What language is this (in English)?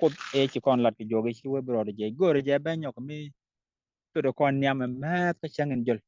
Nuer